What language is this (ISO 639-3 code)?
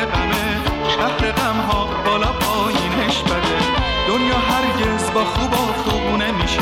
fas